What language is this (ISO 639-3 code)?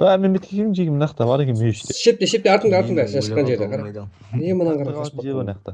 kaa